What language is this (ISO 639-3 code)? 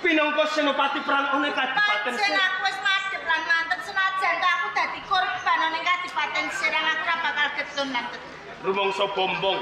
jav